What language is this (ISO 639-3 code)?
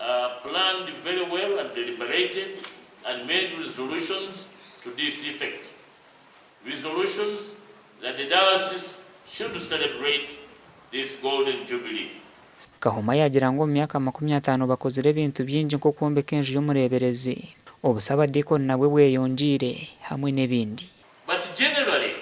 nyn